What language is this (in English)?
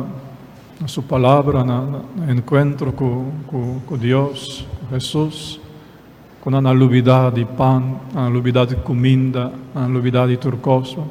Papiamento